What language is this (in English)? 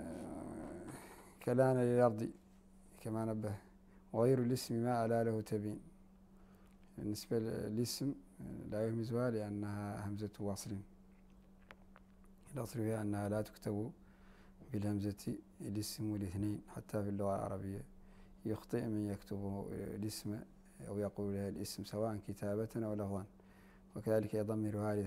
Arabic